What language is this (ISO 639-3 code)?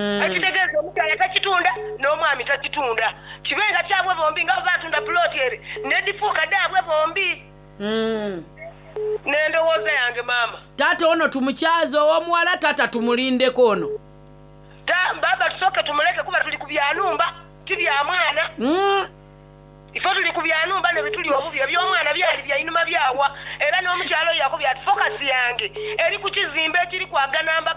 xog